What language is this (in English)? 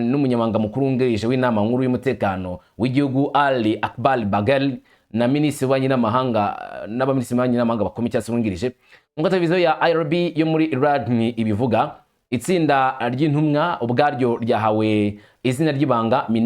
Kinyarwanda